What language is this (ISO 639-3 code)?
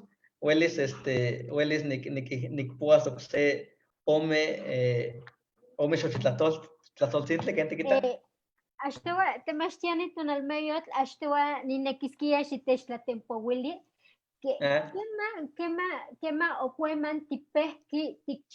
nhe